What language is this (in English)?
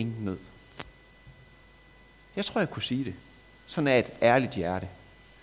Danish